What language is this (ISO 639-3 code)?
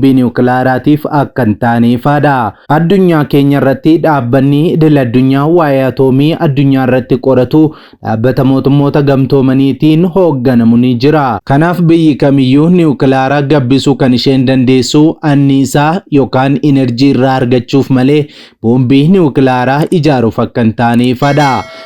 orm